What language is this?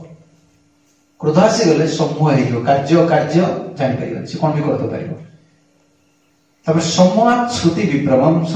Odia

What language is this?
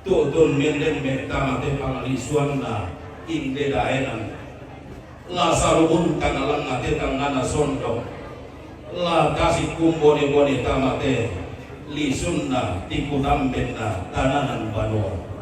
Toraja-Sa'dan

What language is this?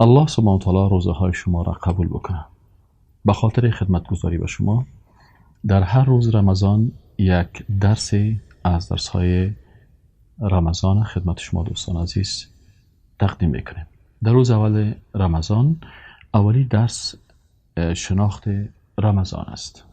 Persian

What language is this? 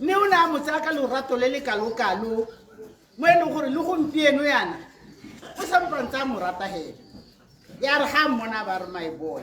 Tswana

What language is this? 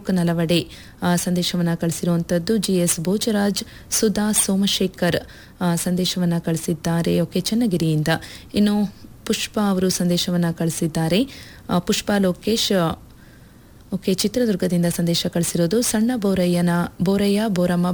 Kannada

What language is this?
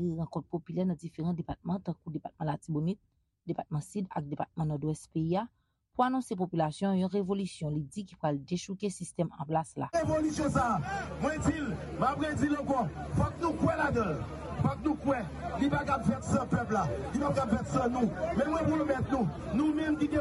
Haitian Creole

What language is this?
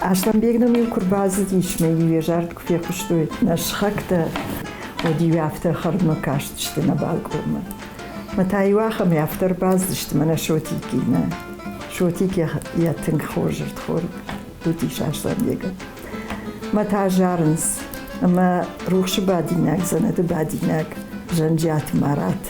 Ossetic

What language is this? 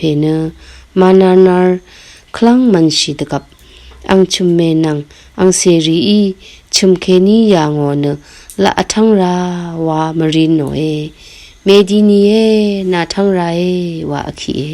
Rawang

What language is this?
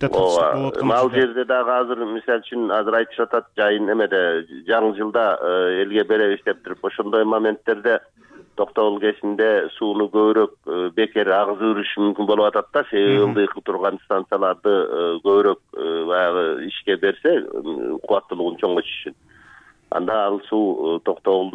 Kyrgyz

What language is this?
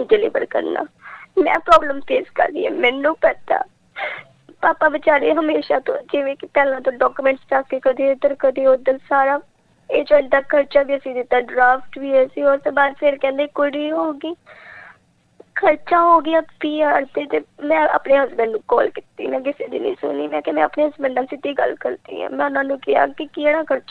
Punjabi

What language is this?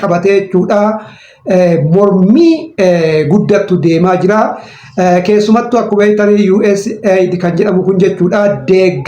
Oromo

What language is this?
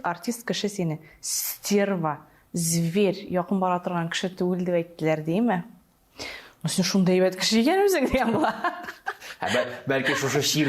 Tatar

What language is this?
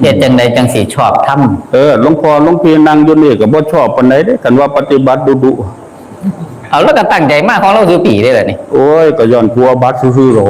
Northeastern Thai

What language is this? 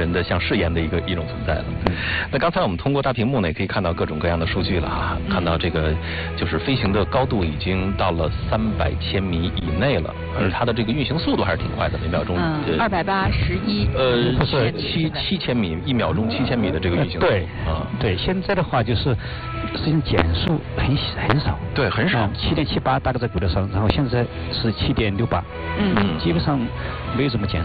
Chinese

